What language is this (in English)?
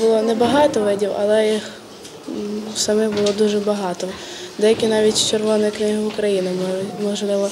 Ukrainian